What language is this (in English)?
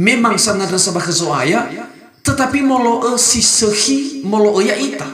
Nias